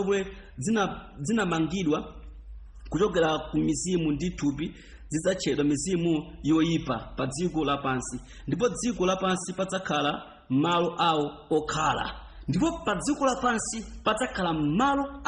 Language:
Nyanja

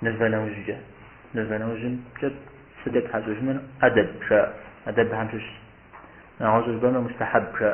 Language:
Kabardian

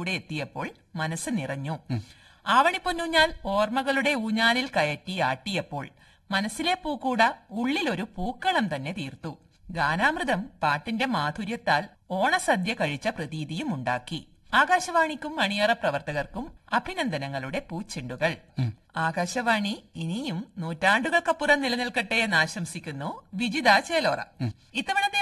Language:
Malayalam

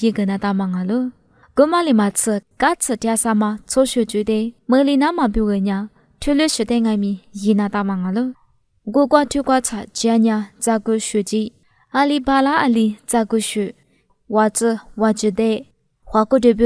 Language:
Lisu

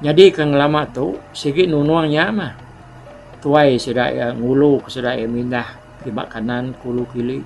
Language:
Iban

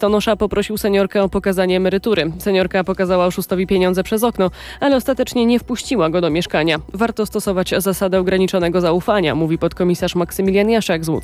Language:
Polish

